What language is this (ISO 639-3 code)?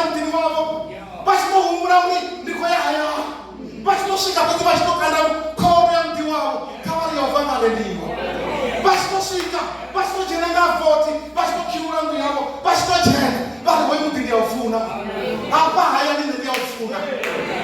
ven